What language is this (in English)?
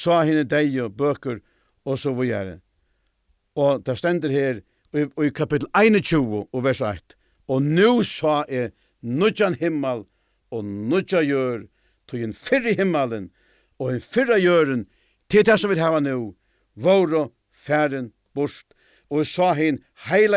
Faroese